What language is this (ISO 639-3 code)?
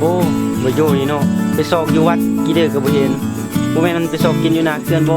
tts